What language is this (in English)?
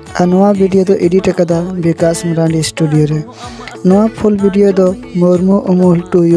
Santali